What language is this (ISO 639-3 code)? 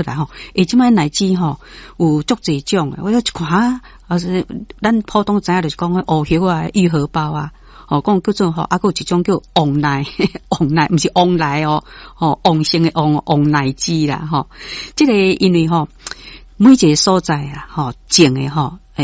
nan